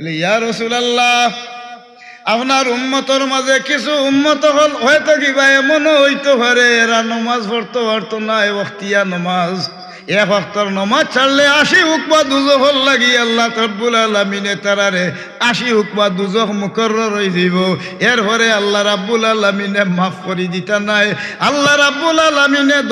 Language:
Sylheti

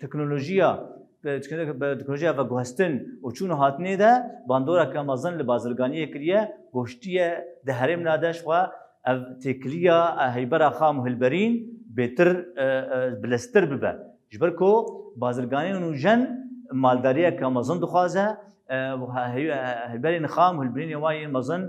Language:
Kurdish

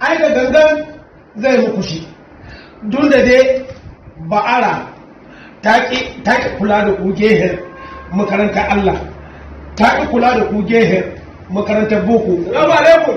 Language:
Hausa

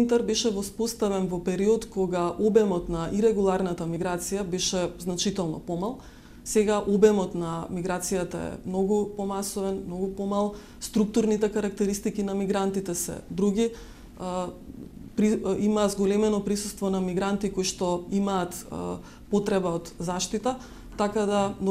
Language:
Macedonian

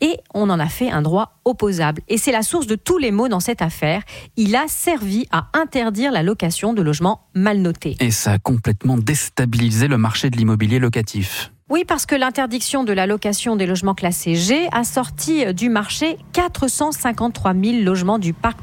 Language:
French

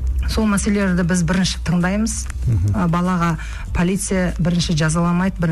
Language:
Kazakh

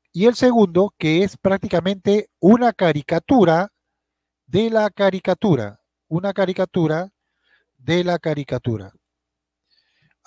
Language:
Spanish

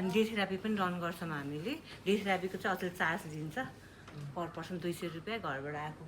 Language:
Nepali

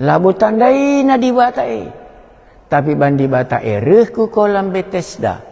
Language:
Batak Karo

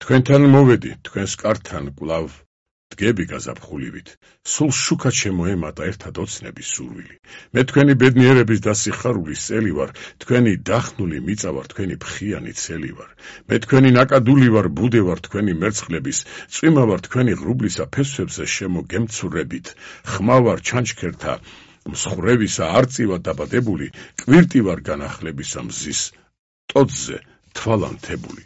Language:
Georgian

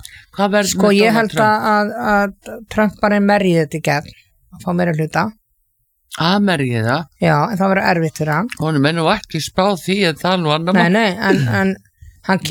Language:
Icelandic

